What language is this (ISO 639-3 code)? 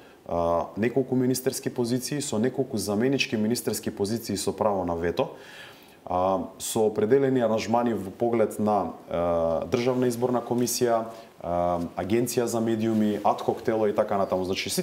mkd